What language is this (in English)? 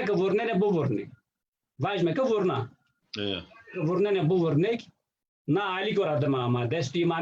Zaza